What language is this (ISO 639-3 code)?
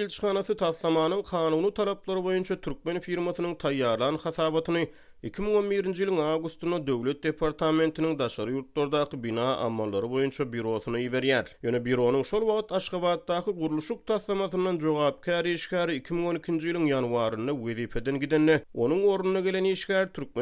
tuk